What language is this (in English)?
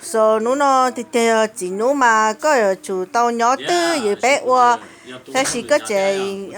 Hmong